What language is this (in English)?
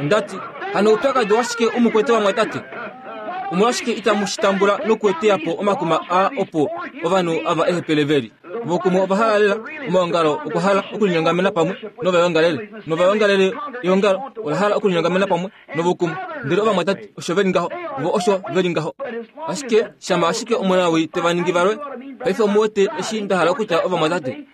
Kuanyama